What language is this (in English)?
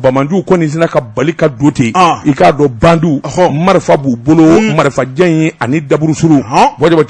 Bambara